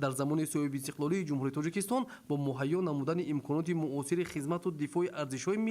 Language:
Tajik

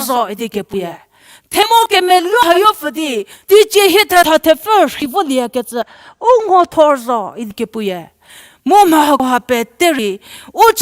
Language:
Angami Naga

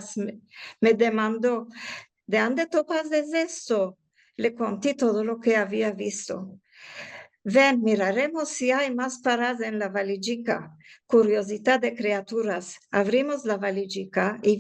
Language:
Ladino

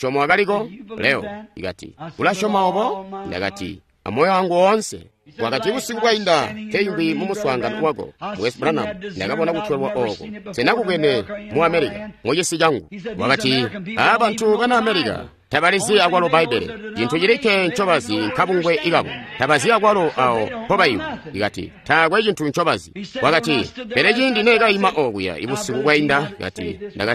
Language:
Tonga (Zambia)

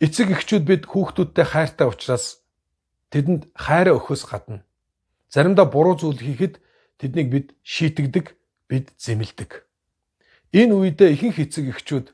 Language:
Mongolian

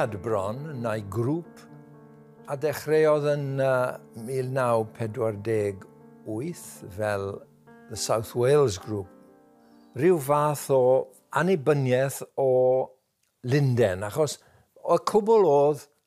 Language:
Welsh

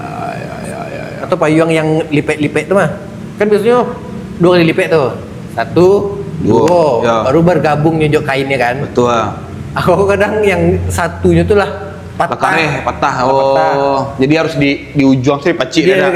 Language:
Minangkabau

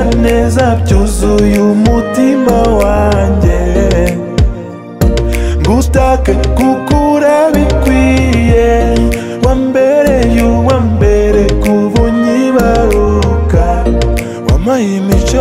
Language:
Kinyarwanda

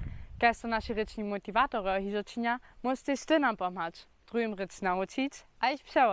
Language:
Upper Sorbian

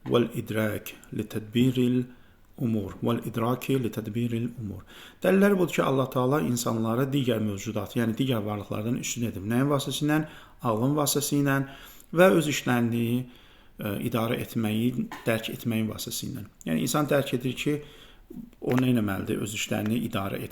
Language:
Azerbaijani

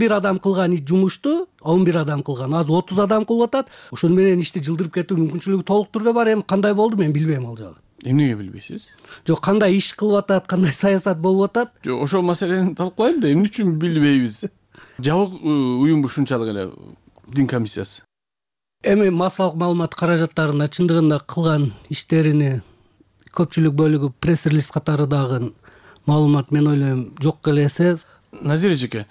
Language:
Kyrgyz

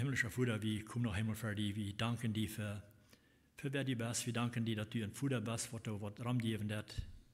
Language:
Plautdietsch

